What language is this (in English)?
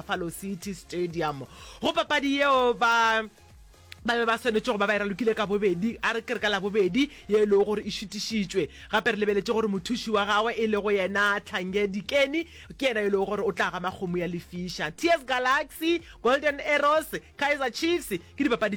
Northern Sotho